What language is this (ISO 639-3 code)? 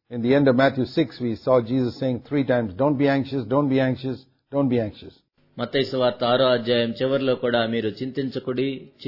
tel